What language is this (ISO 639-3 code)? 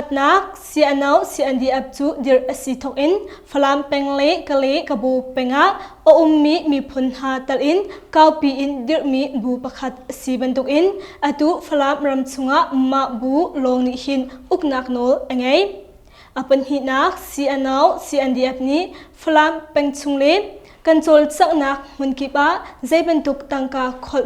cnh